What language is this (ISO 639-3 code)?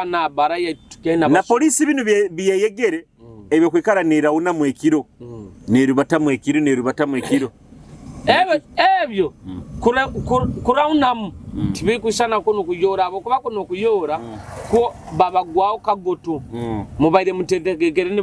nyo